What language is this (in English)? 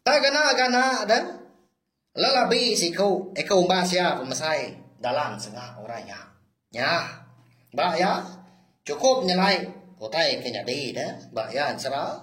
Iban